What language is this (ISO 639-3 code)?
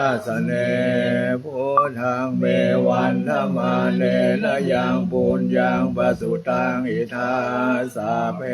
pli